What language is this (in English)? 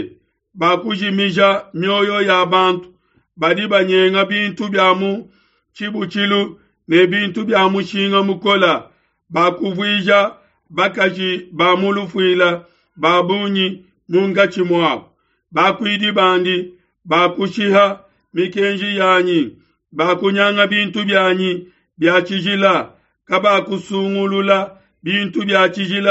Luba-Lulua